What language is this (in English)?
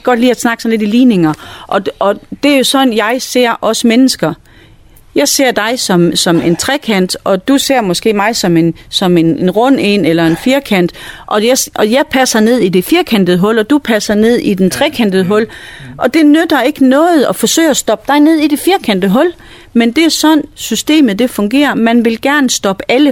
Danish